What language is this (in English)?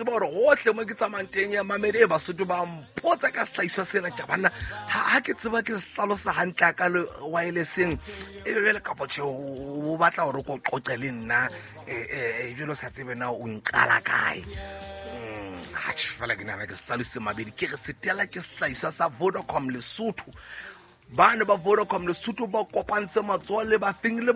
Southern Sotho